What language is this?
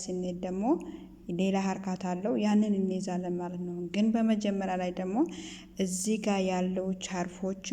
Amharic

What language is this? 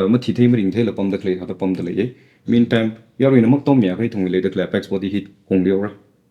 Tangkhul Naga (India)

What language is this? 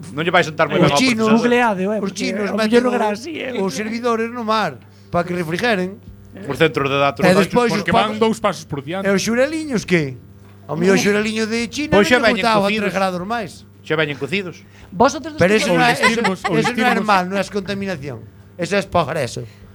Galician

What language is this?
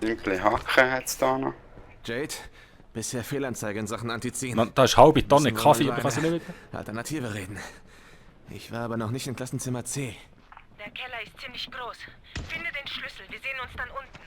Swiss German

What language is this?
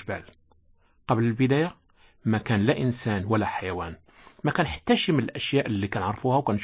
Moroccan Arabic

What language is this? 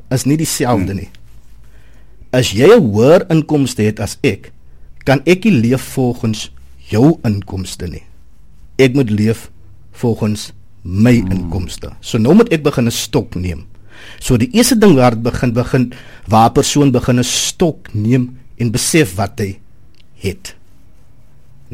Afrikaans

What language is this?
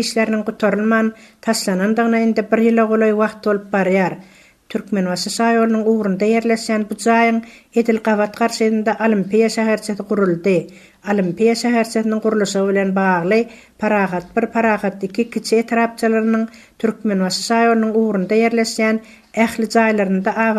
Turkmen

